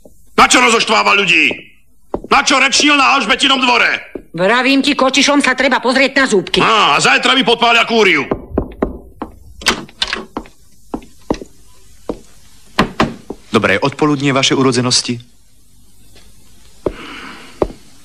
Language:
Slovak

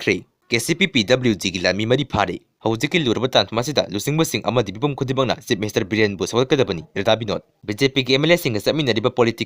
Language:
Manipuri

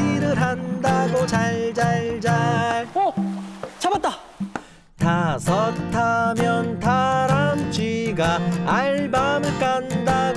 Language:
Korean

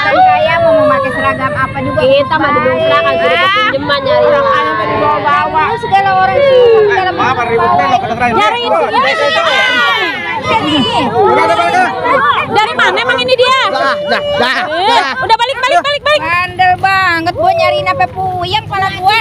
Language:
Betawi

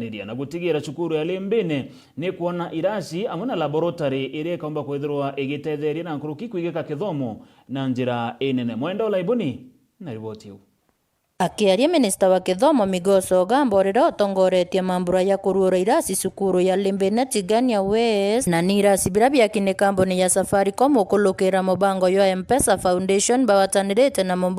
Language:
Meru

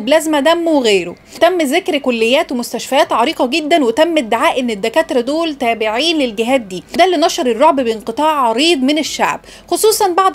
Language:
Egyptian Arabic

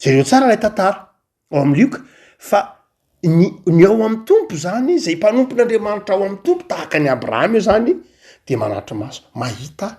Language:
Malagasy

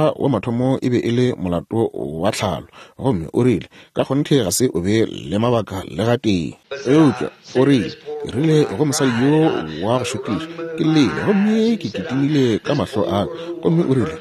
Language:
Northern Sotho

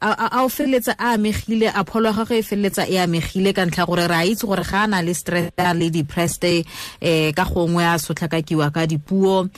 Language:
Tswana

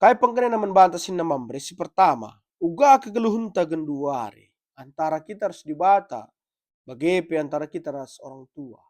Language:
Batak Karo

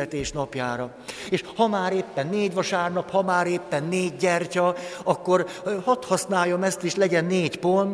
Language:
Hungarian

